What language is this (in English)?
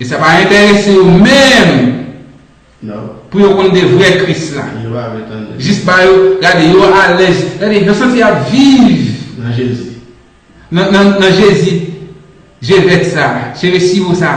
Haitian Creole